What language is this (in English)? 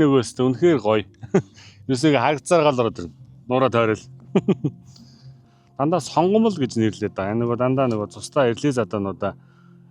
Mongolian